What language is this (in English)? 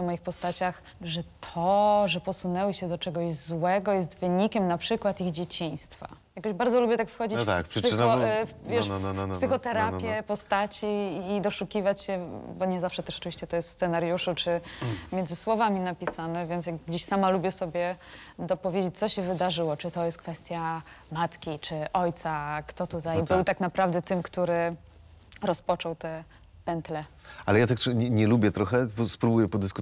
Polish